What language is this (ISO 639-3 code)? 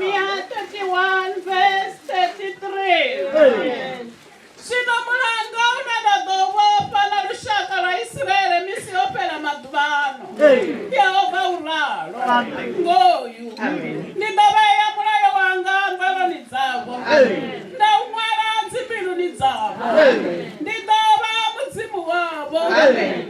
ven